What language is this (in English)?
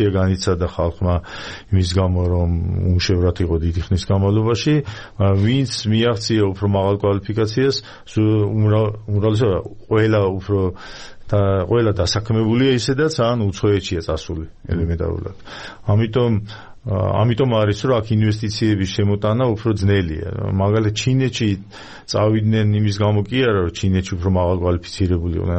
Georgian